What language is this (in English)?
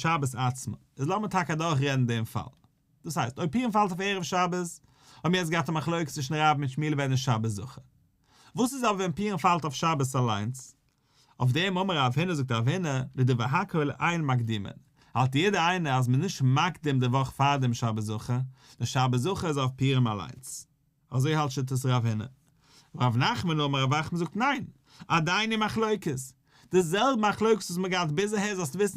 Yiddish